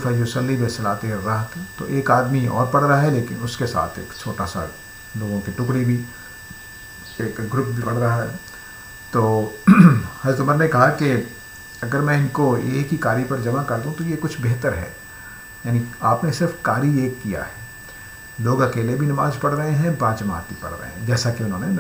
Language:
Urdu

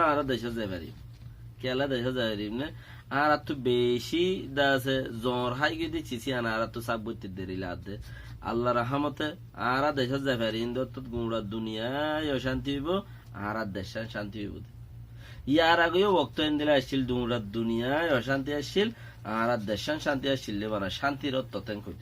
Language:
Rohingya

